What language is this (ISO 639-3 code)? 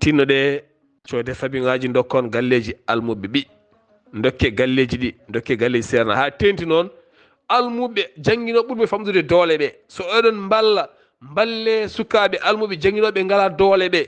ful